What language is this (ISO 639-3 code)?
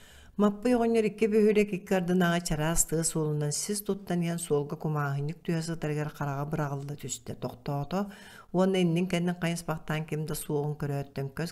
sah